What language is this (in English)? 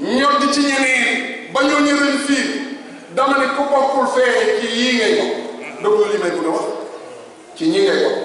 Wolof